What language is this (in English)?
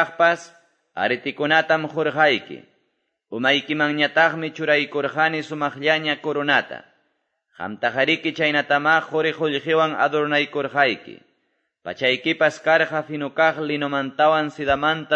Quechua